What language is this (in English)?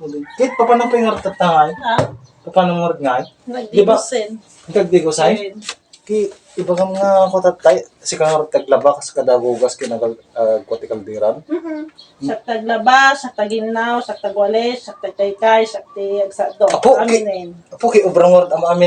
Iloko